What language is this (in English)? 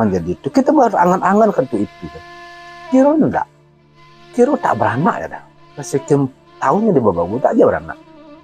Minangkabau